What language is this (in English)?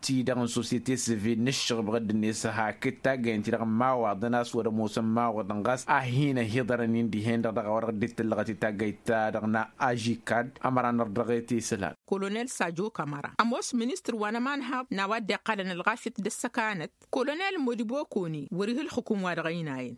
Tamasheq